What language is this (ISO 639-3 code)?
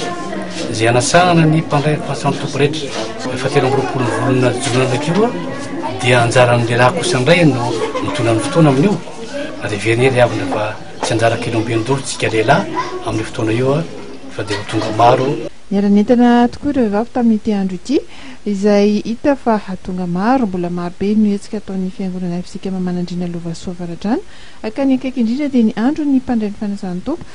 mlg